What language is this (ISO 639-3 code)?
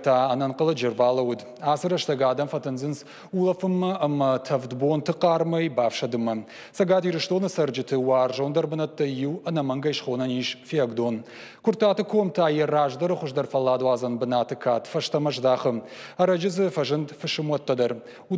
oss